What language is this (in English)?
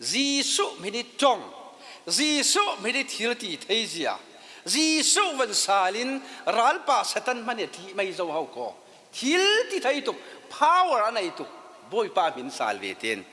Falam Chin